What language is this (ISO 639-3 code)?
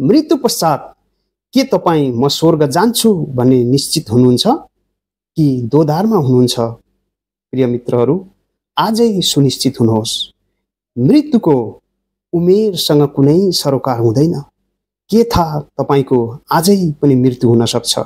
nep